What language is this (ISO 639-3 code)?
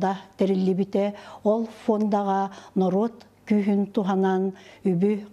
sah